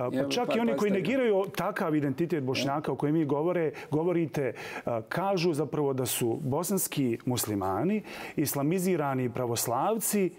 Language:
Bosnian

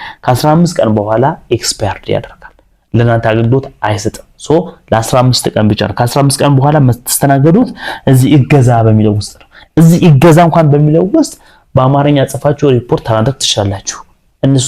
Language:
Amharic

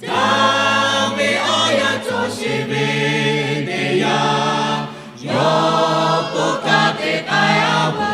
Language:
Lahu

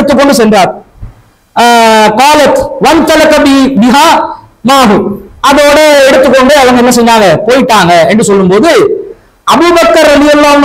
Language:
Tamil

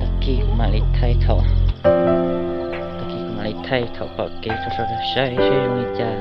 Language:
Hmong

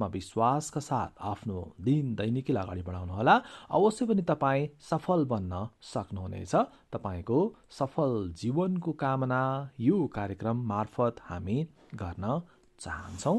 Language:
Nepali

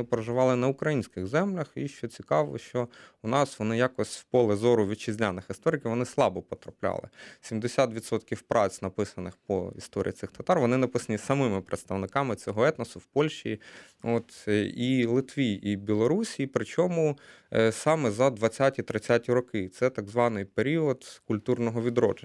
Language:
Ukrainian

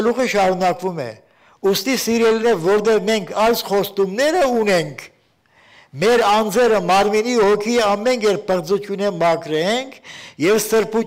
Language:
Armenian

